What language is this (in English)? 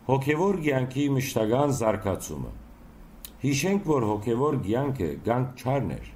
Western Armenian